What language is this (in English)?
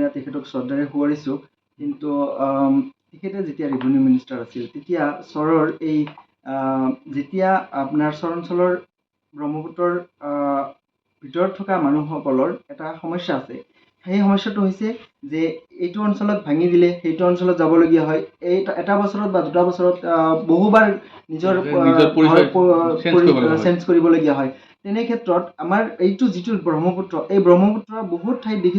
Assamese